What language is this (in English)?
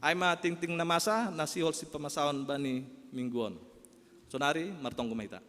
Batak Simalungun